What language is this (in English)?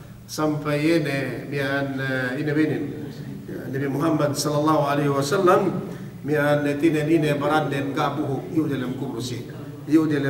Yakan